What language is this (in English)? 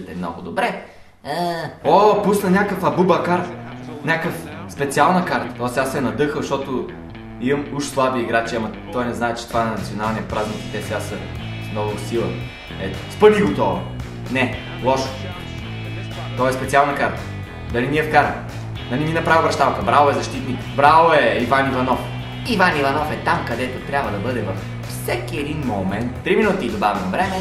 Bulgarian